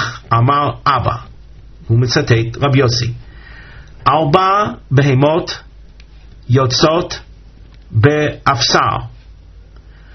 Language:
Hebrew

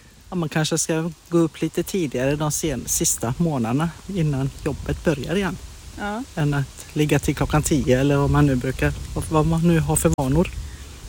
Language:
Swedish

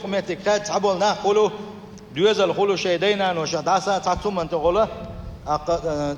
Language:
Chechen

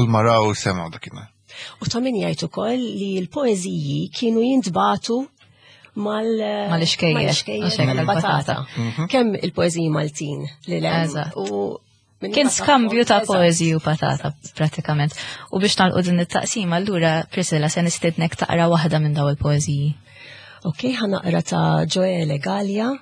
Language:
Maltese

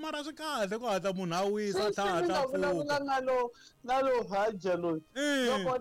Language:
Tsonga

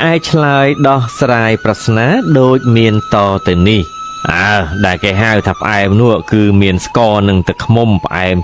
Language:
Khmer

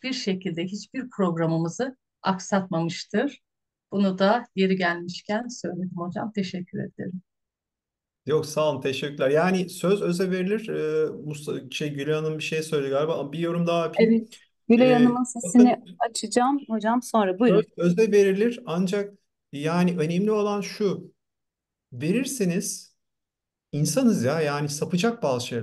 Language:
Turkish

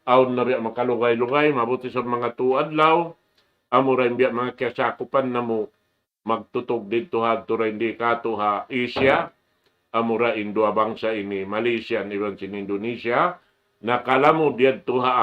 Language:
Tausug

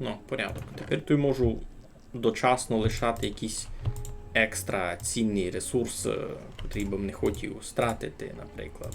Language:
Rusyn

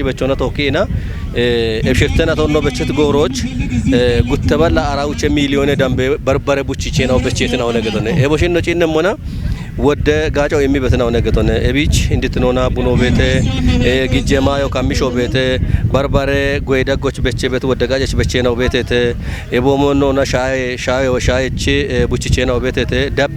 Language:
Kafa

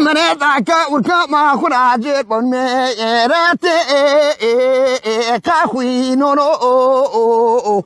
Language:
Zaza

